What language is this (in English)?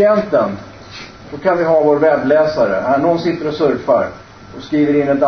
Swedish